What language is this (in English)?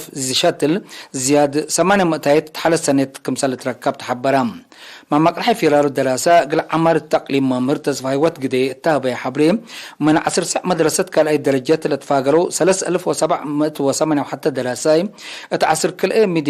Tigre